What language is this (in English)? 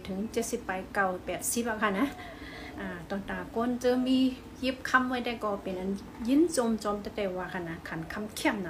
Shan